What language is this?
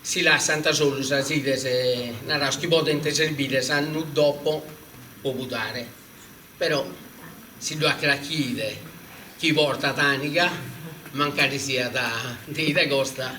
Sardinian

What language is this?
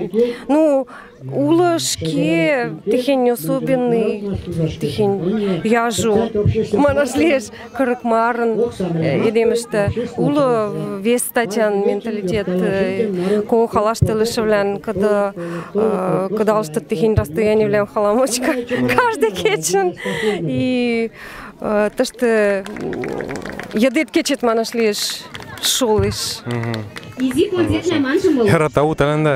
Western Mari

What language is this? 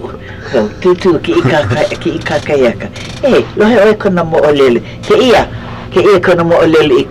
Hawaiian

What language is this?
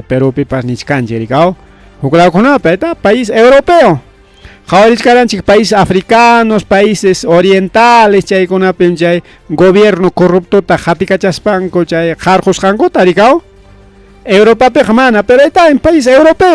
Ayacucho Quechua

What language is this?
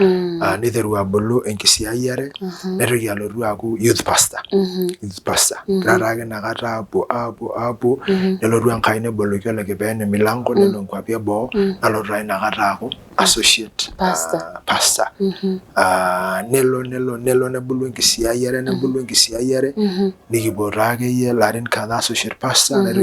Masai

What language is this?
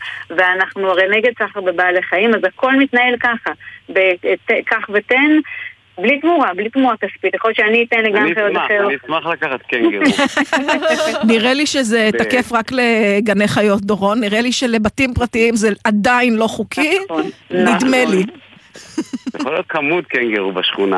Hebrew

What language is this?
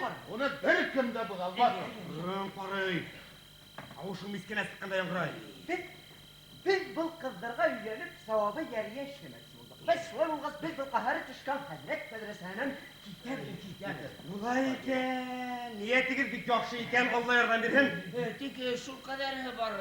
Bashkir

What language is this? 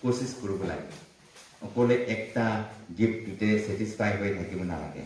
Naga Pidgin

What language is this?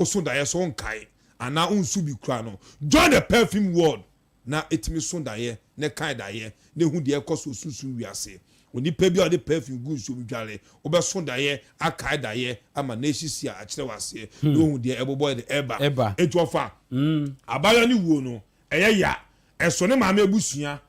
Akan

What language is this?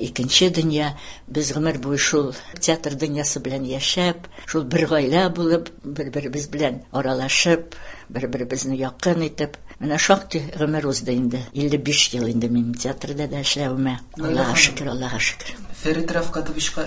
Tatar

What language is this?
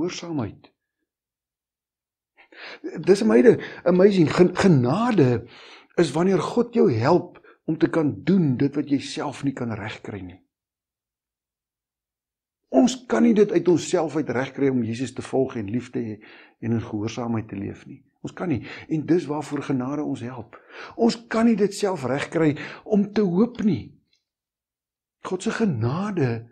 Afrikaans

